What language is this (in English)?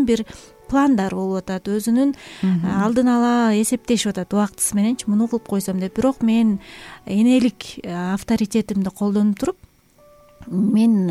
Kyrgyz